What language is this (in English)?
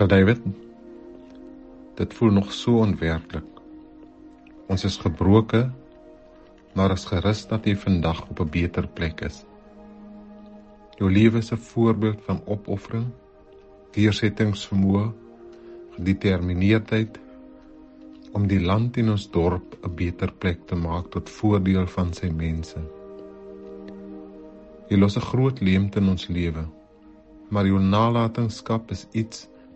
Afrikaans